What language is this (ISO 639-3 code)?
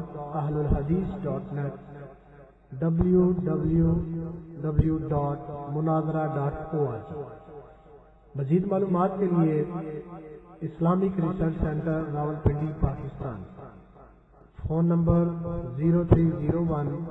urd